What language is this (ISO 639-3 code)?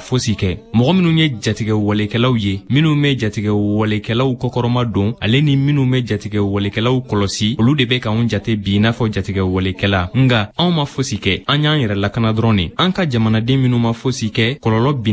bam